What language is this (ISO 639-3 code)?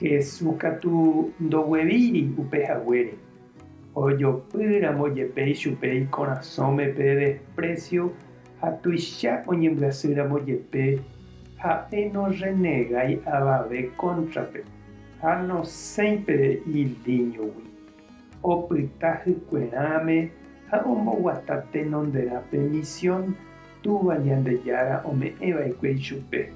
grn